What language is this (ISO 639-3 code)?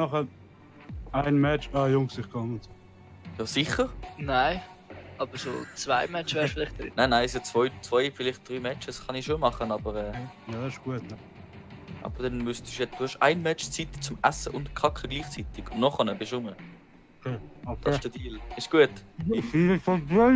gsw